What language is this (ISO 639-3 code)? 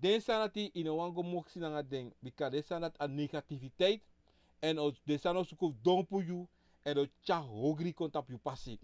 srn